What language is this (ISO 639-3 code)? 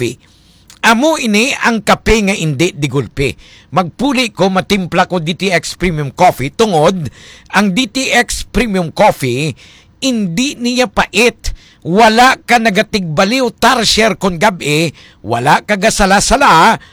hil